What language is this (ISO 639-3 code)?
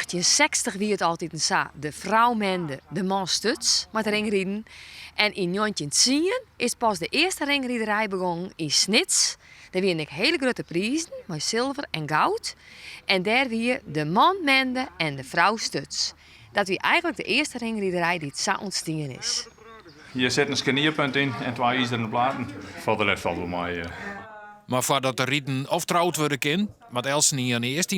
fry